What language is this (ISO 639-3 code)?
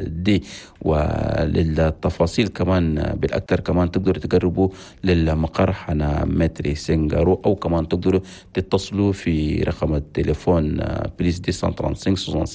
shu